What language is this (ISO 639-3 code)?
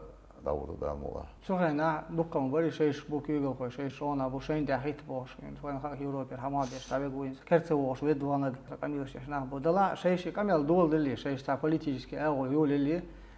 che